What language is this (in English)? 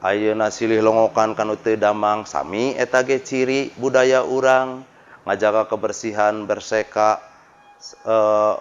Sundanese